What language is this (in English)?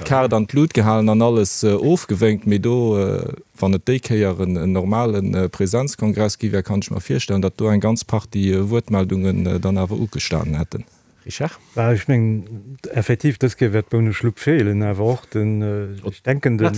Luxembourgish